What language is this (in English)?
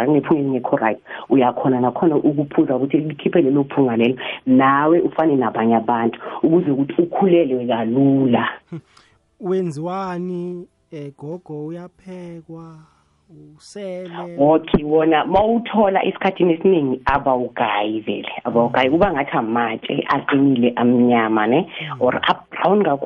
South Ndebele